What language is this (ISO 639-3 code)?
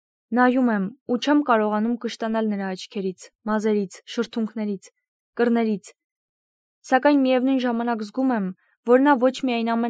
hye